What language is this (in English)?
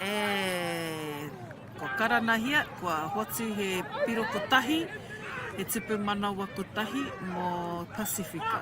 Māori